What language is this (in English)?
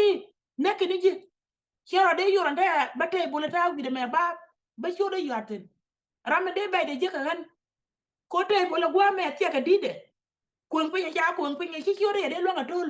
Nuer